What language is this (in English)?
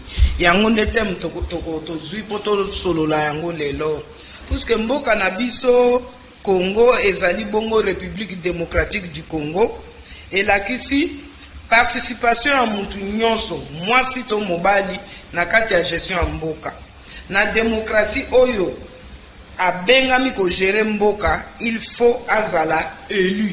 Lingala